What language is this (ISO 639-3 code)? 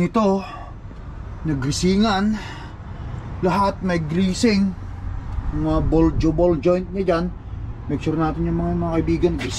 fil